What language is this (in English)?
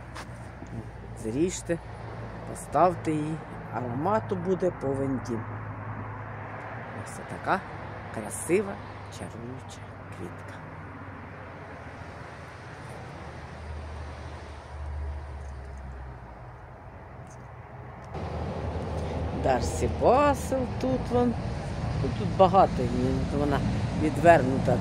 Ukrainian